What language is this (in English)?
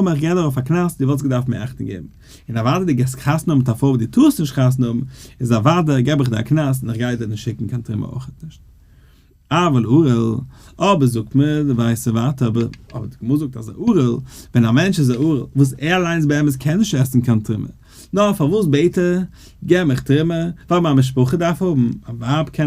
Yiddish